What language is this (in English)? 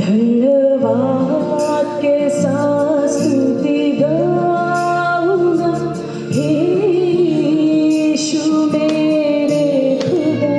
Hmar